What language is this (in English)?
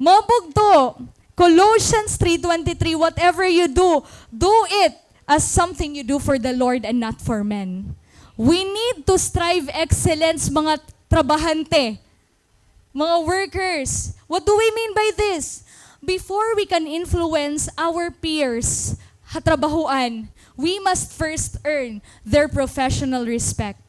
Waray